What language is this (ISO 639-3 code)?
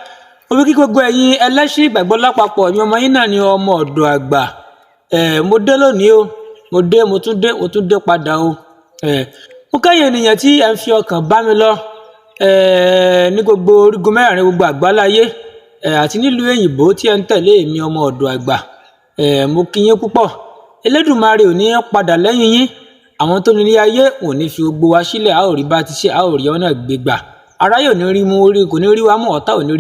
yor